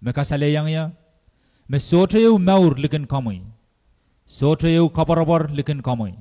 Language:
Pohnpeian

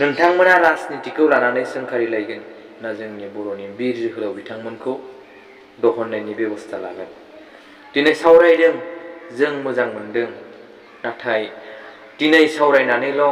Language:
Bodo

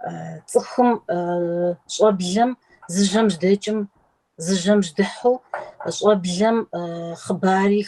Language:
Kabardian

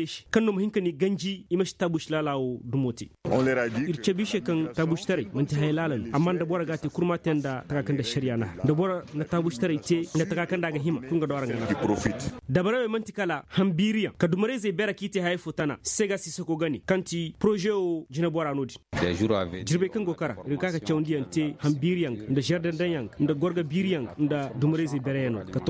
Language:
Koyraboro Senni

